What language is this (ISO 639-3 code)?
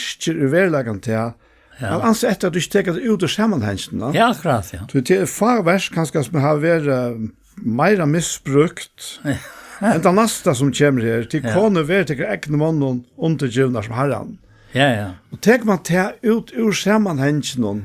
fao